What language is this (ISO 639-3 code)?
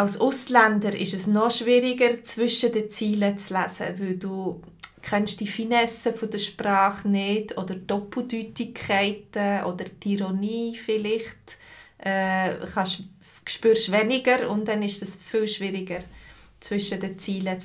gsw